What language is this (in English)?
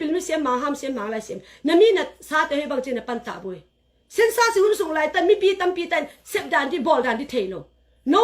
Tedim Chin